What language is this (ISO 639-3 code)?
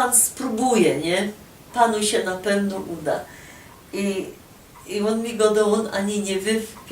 szl